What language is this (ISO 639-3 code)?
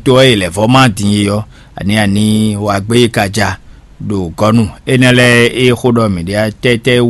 fon